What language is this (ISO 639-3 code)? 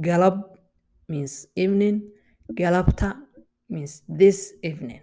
eng